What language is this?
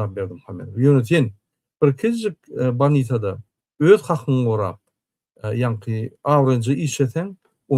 Turkmen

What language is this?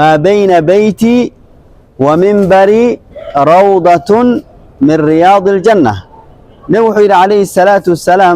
Somali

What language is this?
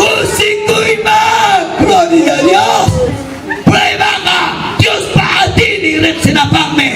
Ayacucho Quechua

